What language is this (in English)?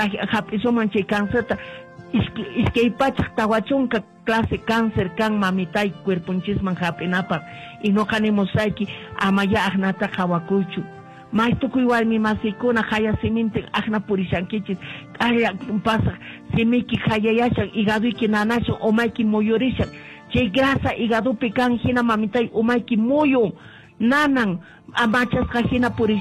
Quechua